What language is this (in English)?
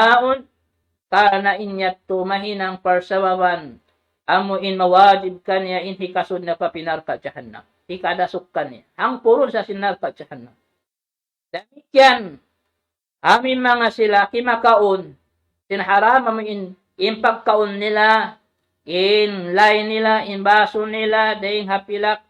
Tausug